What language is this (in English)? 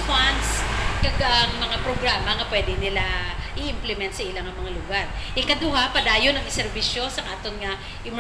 Hiligaynon